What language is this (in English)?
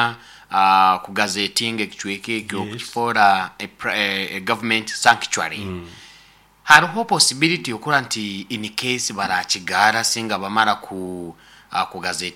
Nyoro